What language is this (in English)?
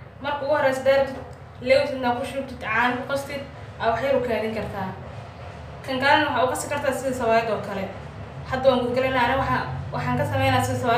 Somali